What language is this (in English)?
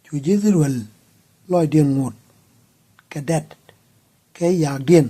Nuer